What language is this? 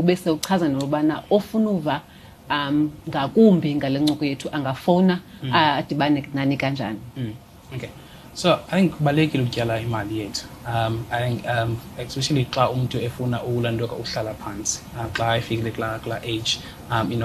Xhosa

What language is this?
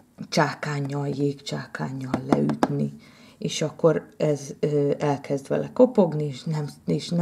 Hungarian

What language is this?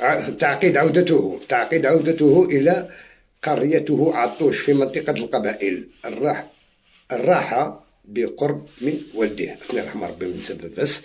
Algerian Arabic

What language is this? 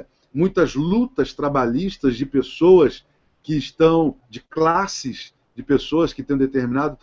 Portuguese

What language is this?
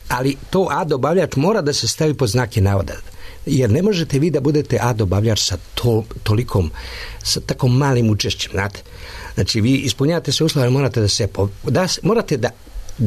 Serbian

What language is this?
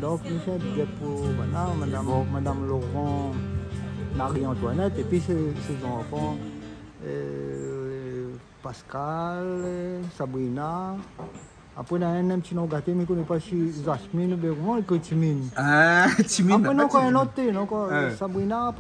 Réunion Creole French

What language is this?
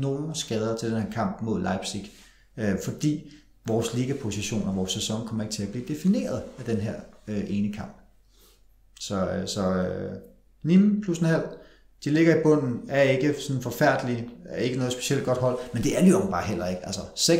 Danish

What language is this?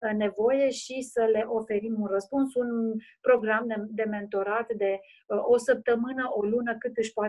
Romanian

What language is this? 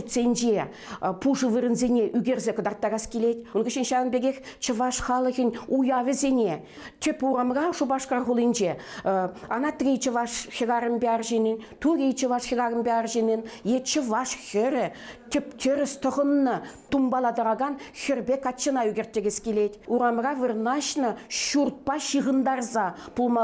Chuvash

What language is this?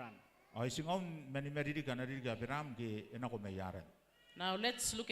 Gilbertese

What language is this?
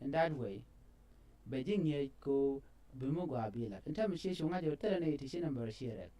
Nuer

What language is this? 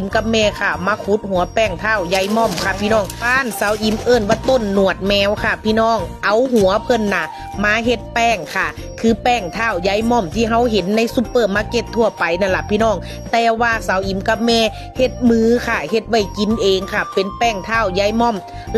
Northeastern Thai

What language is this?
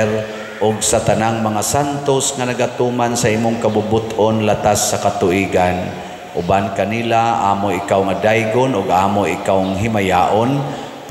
Cebuano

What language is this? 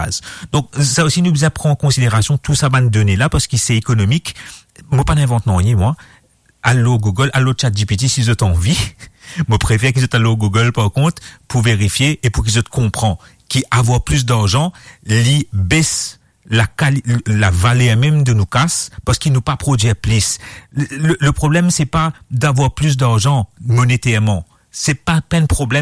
Morisyen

